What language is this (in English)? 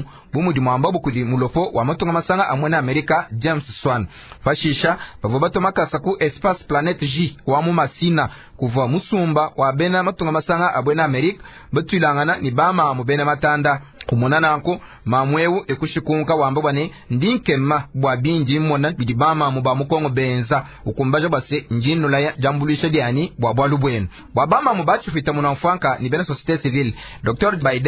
Luba-Lulua